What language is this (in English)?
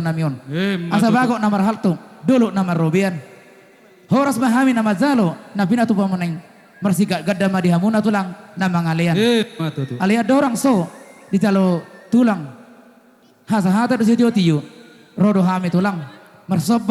Batak Simalungun